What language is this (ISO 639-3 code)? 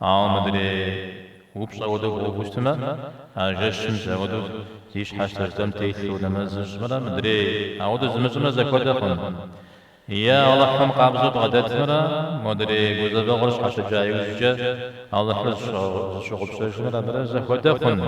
kbd